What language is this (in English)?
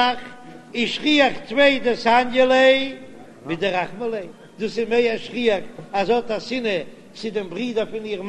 Yiddish